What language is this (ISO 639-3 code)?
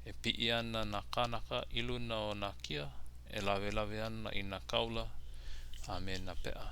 haw